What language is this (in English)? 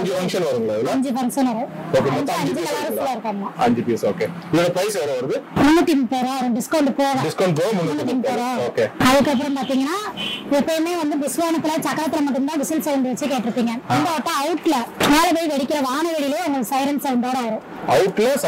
Tamil